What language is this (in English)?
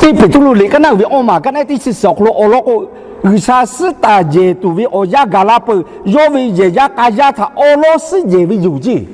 Lahu